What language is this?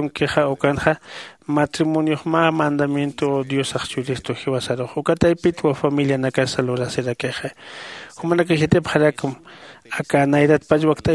Aymara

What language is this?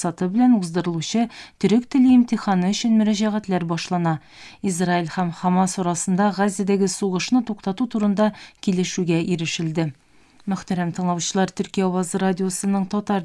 Tatar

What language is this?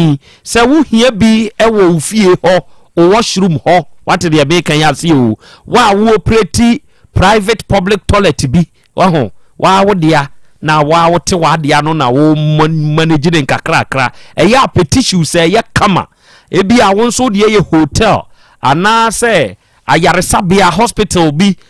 Akan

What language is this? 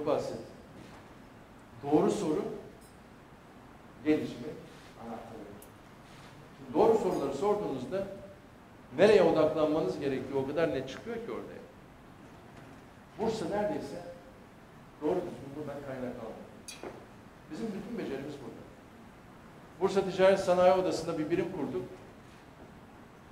Turkish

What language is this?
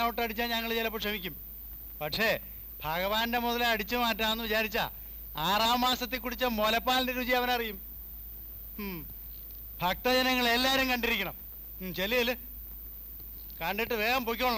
Malayalam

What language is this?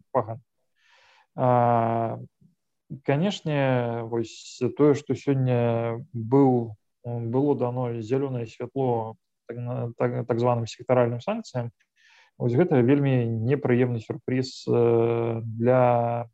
Belarusian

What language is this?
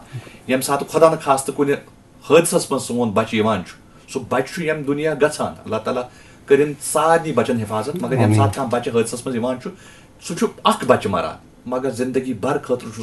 Kashmiri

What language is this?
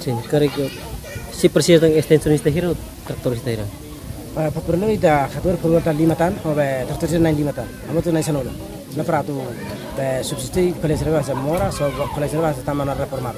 Tetum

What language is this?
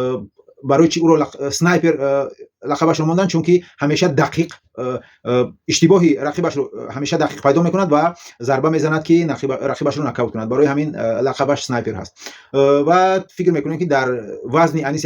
Tajik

